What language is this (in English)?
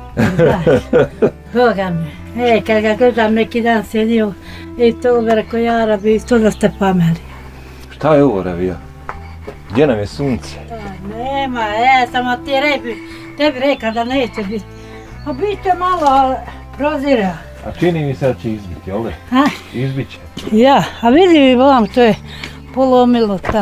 Bosnian